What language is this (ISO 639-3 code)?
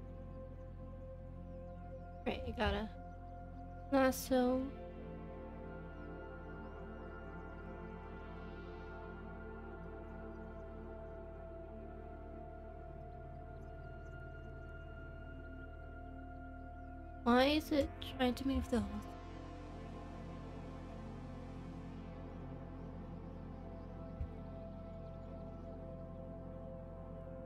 eng